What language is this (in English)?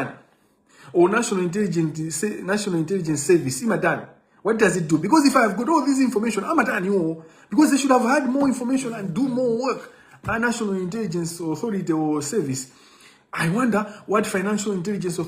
Nyanja